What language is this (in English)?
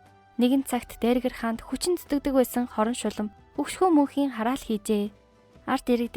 Mongolian